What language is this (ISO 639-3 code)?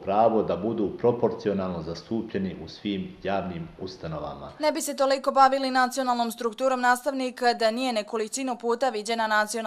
hrv